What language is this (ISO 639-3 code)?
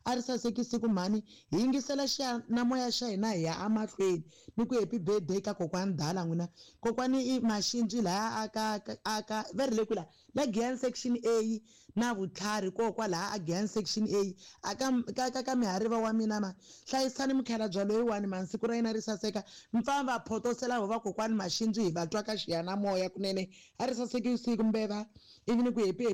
tso